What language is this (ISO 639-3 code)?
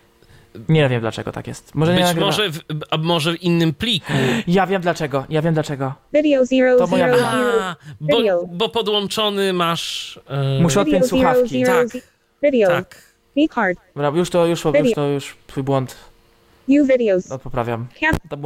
pol